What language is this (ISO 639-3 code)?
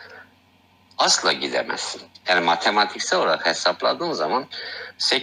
tur